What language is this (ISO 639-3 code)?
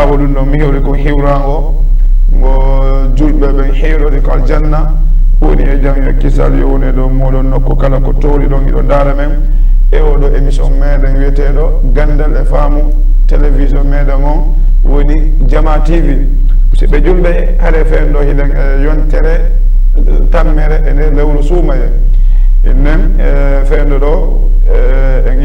ful